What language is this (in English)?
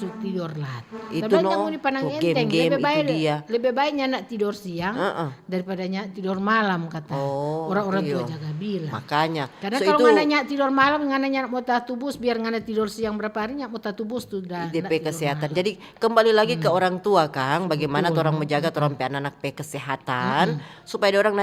Manado Malay